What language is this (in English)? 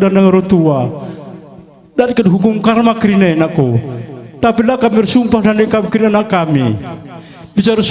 Batak Karo